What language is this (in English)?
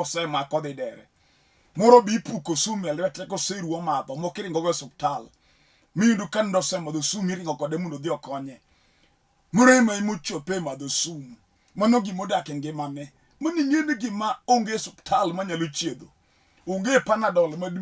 Luo (Kenya and Tanzania)